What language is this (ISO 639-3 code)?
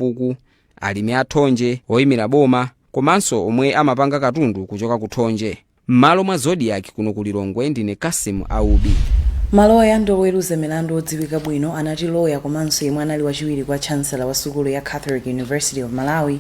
nya